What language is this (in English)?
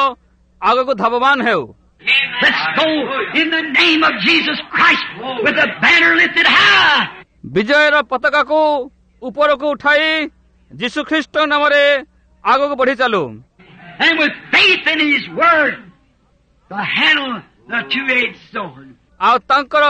Odia